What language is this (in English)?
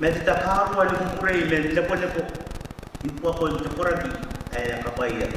Gilbertese